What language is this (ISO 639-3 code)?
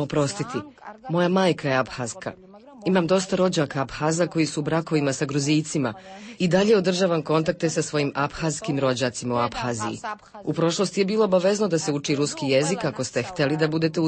srp